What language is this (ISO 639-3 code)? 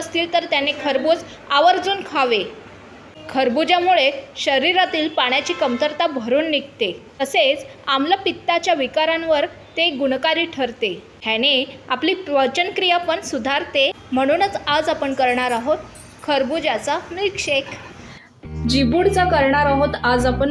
mar